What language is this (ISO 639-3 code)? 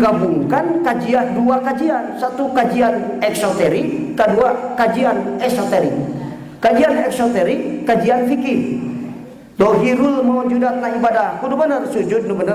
sun